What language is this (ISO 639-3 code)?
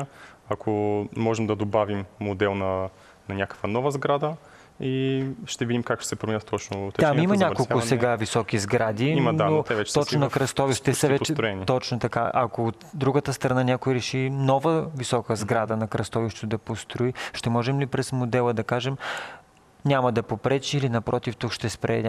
bul